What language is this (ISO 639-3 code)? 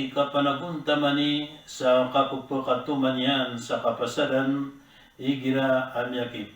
mrw